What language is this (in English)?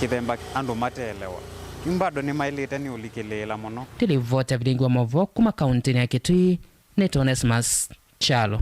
Kamba